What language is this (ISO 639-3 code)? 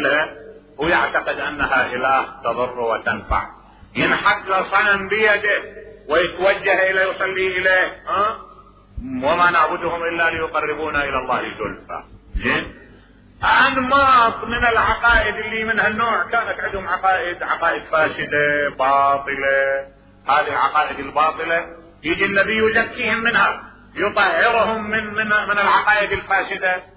acm